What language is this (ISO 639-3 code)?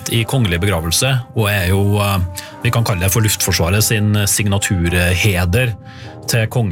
nor